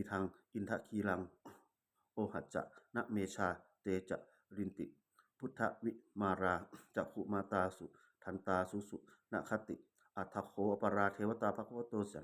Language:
Pali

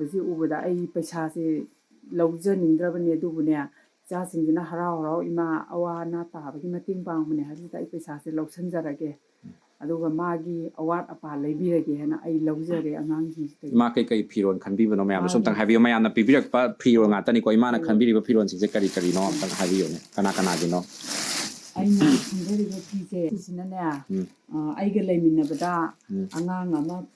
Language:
Manipuri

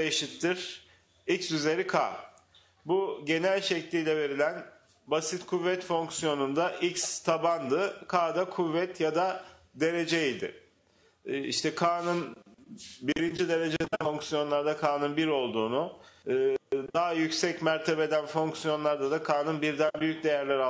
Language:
Turkish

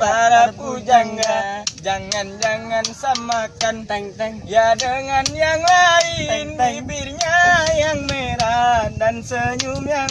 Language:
Musi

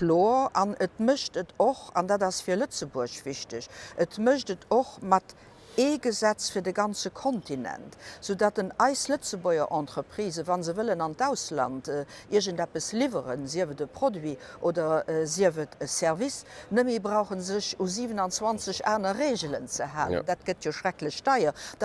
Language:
Luxembourgish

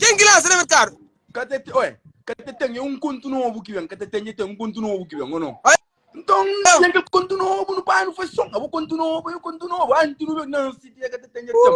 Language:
Kabuverdianu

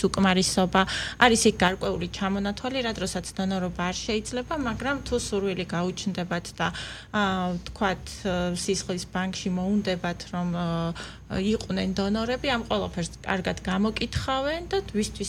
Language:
Georgian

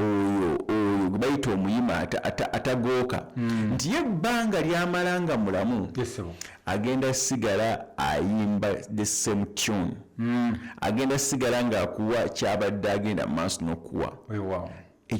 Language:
Ganda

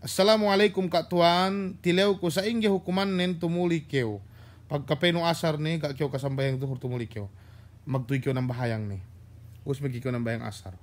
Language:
Yakan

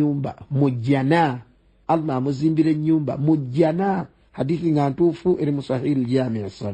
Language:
Ganda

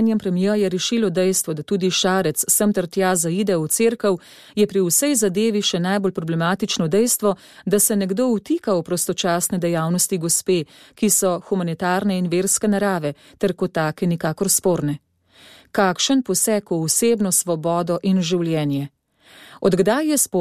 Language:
Slovenian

